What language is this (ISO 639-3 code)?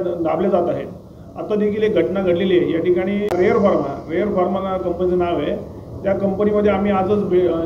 mar